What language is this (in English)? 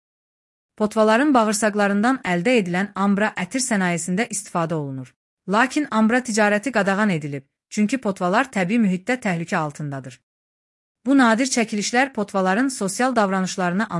Azerbaijani